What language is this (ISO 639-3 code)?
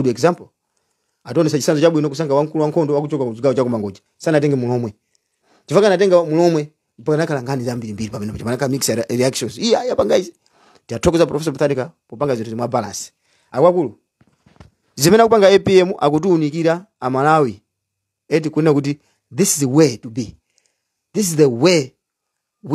nya